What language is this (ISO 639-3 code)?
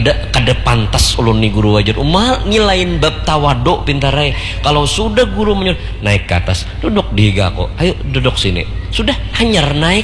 bjn